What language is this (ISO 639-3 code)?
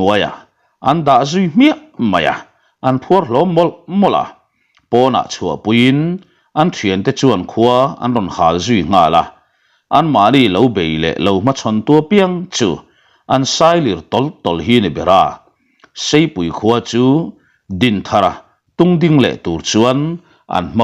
lus